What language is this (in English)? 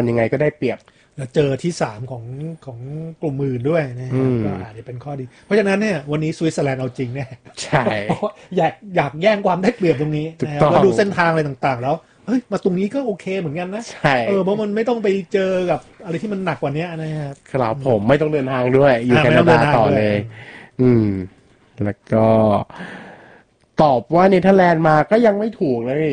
Thai